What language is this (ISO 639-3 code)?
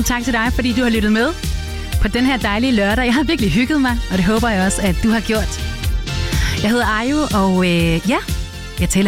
dan